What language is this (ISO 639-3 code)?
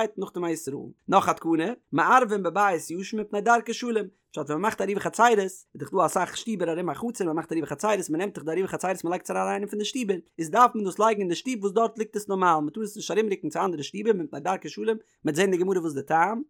yid